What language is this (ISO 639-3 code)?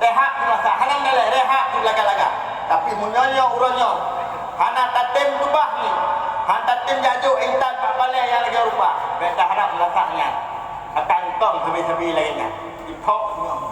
ace